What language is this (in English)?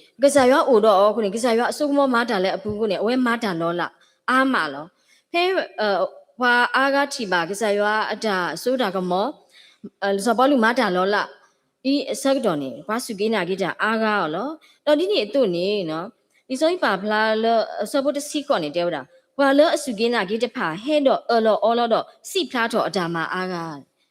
S'gaw Karen